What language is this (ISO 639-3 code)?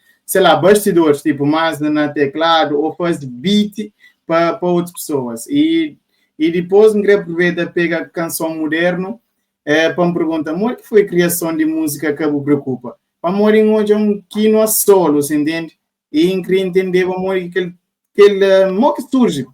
kea